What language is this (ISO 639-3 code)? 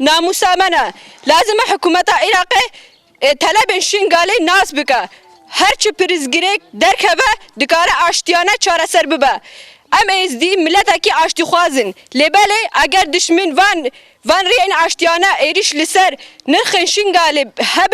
kur